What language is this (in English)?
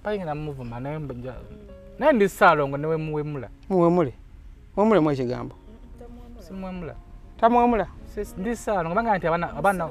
Ganda